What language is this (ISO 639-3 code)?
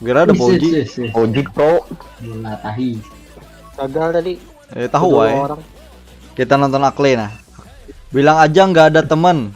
bjn